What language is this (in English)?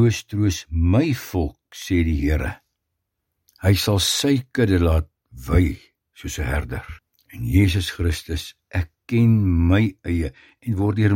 Afrikaans